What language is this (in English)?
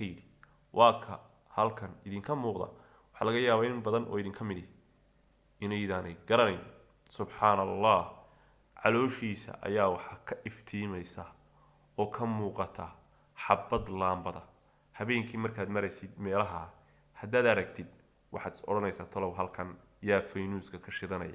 Somali